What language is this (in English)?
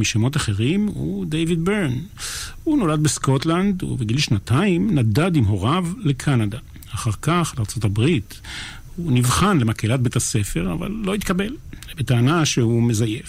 Hebrew